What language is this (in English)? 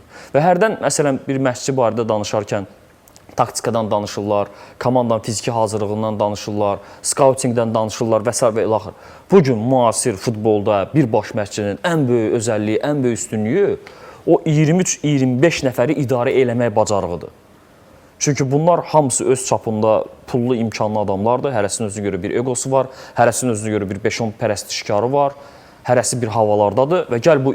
Azerbaijani